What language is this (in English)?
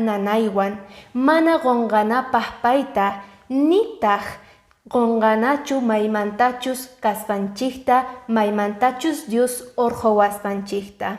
Quechua